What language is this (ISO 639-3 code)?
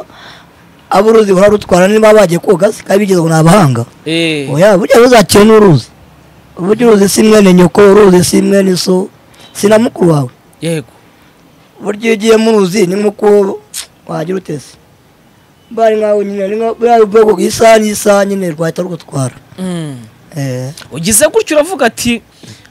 kin